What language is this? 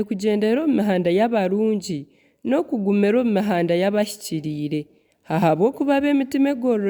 Nyankole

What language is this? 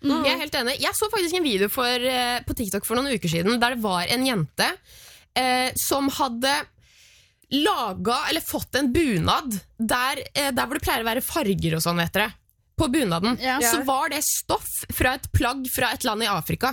Norwegian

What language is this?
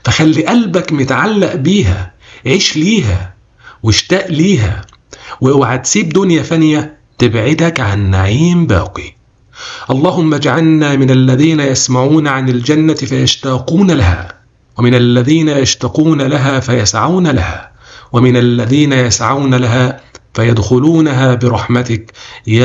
Egyptian Arabic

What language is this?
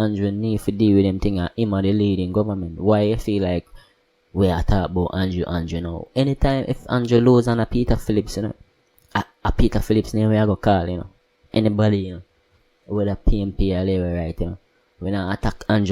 Jamaican Creole English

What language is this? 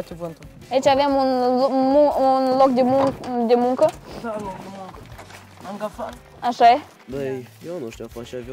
Romanian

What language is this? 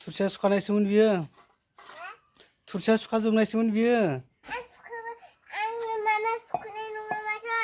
Bodo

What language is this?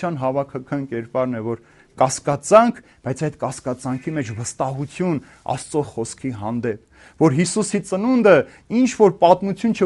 Armenian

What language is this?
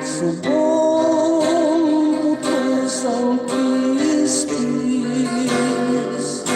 Hiligaynon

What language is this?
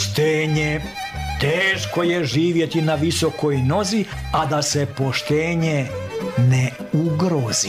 Serbian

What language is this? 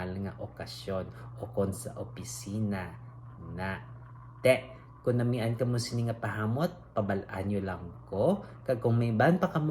Hiligaynon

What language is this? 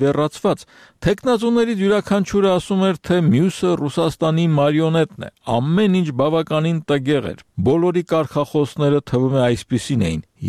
Armenian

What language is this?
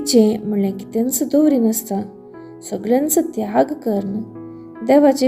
Konkani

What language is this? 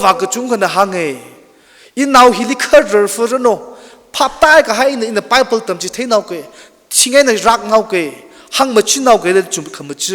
Tangkhul Naga (India)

